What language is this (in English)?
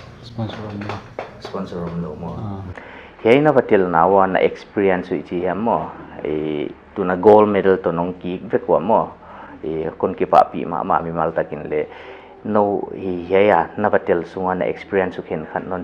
Paite Chin